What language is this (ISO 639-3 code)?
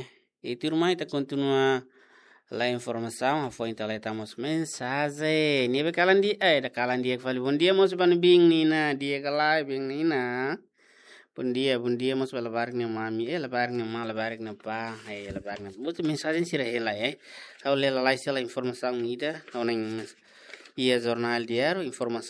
tet